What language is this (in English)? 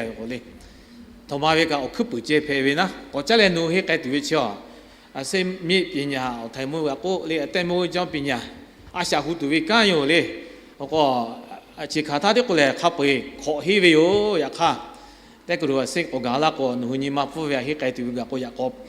Lahu